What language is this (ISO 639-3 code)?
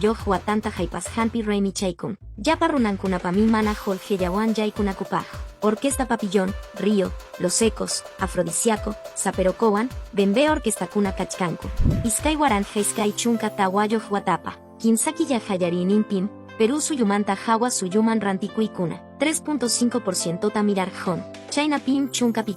que